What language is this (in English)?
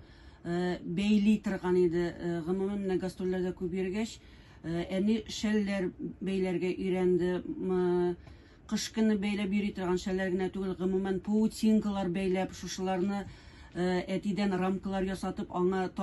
Tatar